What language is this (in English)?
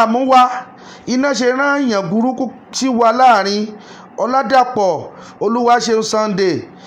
Yoruba